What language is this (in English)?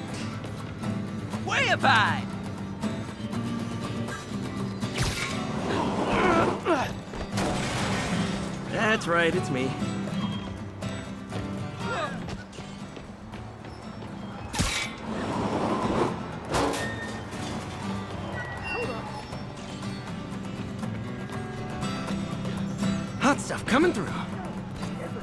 English